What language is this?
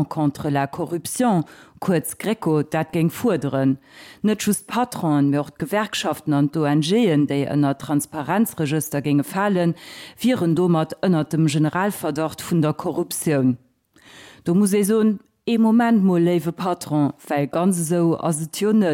Luxembourgish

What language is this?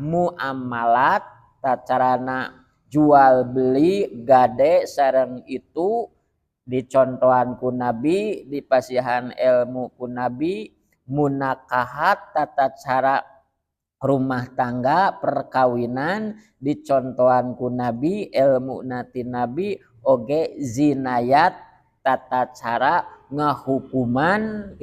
Sundanese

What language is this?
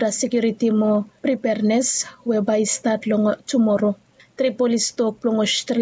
Bislama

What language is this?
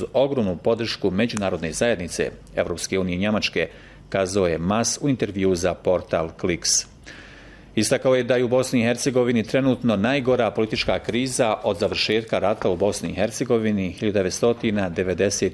Bosnian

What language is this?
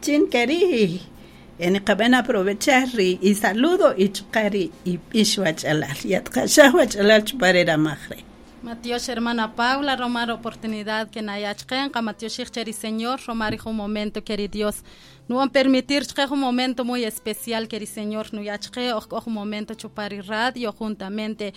Kaqchikel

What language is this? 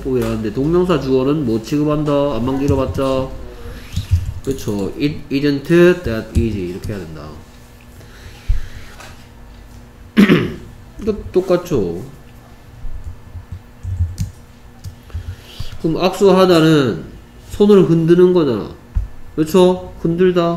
Korean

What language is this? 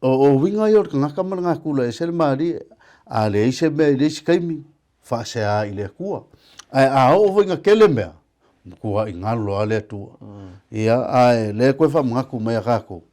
Samoan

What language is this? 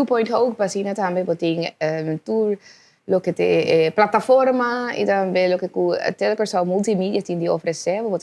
Papiamento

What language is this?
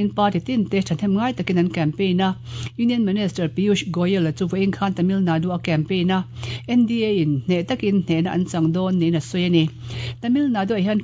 Mizo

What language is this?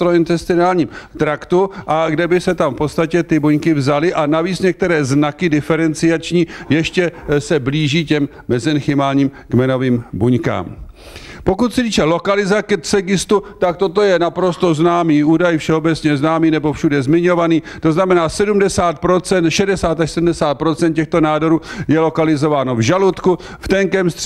Czech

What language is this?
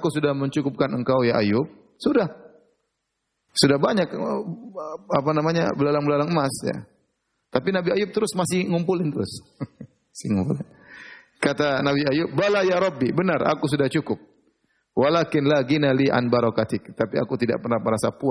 Indonesian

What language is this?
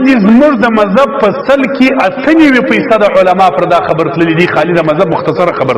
Pashto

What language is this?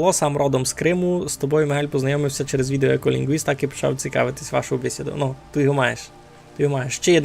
Rusyn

